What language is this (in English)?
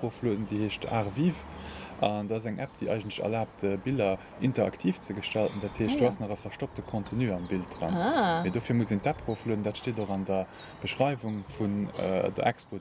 Luxembourgish